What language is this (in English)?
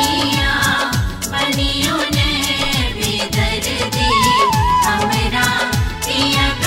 Bhojpuri